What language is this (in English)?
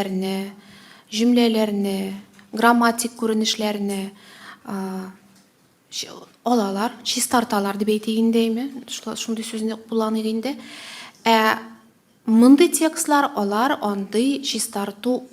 Tatar